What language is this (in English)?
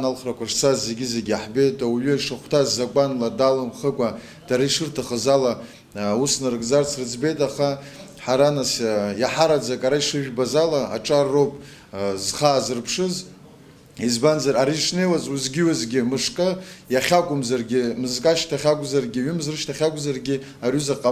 Abkhazian